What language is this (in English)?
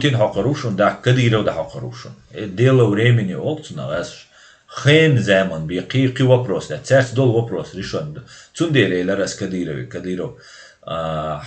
Chechen